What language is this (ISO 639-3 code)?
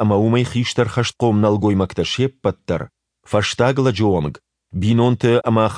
oss